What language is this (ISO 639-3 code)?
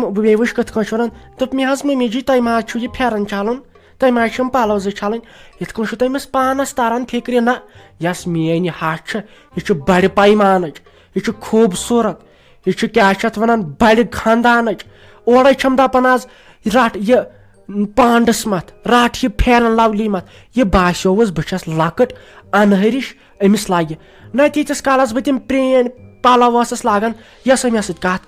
kas